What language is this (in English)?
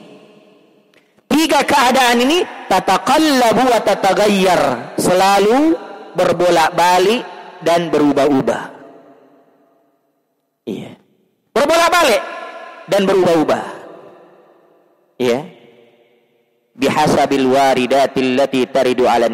Indonesian